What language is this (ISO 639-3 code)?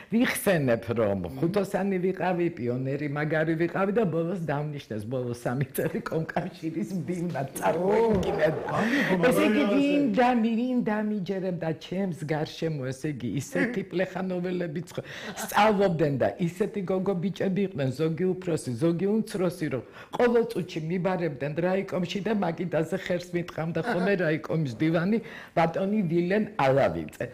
kat